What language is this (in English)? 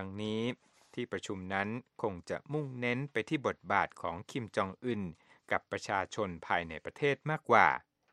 Thai